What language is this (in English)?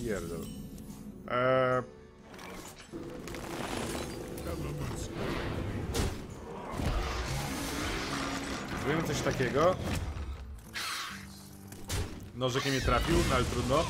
Polish